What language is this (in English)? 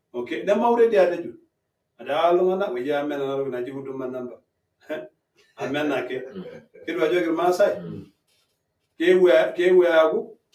Masai